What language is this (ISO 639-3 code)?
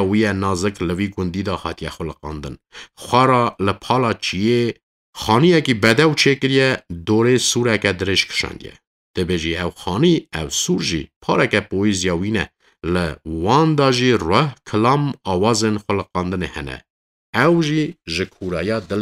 kur